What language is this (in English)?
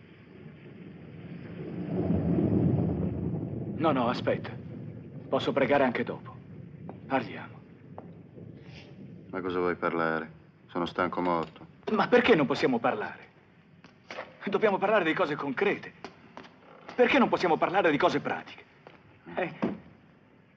Italian